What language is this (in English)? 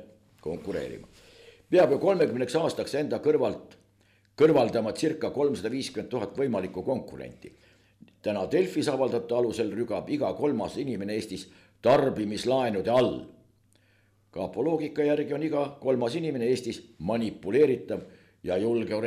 Estonian